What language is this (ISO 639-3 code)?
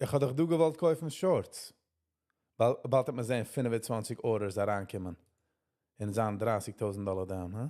yid